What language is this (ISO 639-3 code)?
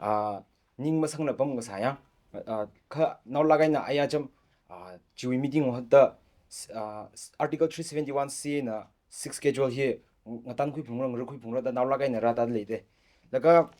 nmf